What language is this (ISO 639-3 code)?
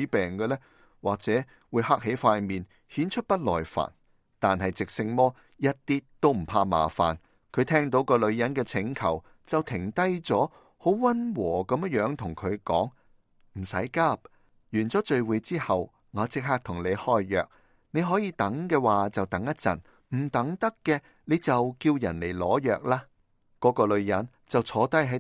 yue